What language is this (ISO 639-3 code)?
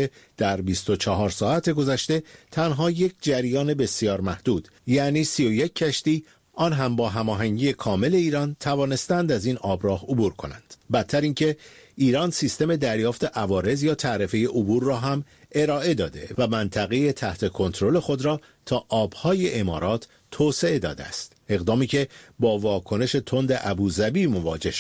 fas